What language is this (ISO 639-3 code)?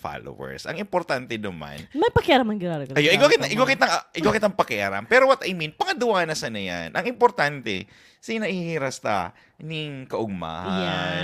bik